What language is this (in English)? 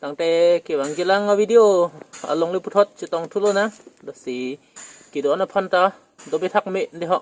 Karbi